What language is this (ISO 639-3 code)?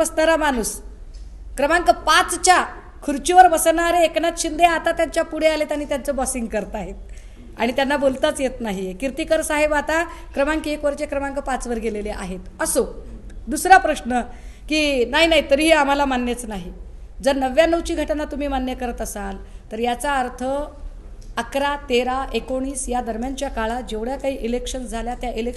mar